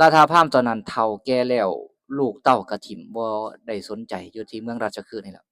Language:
Lao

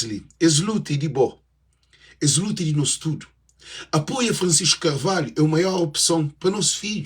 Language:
Kabuverdianu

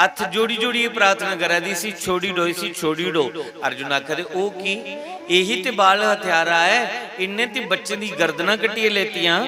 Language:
Dogri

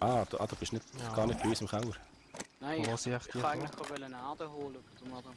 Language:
Swiss German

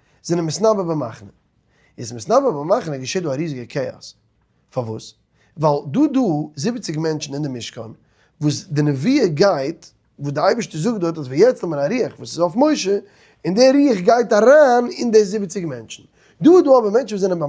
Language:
Yiddish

